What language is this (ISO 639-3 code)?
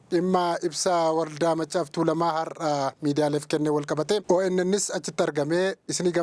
orm